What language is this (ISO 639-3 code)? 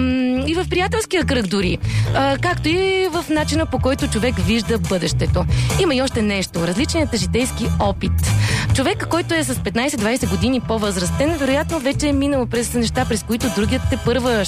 bul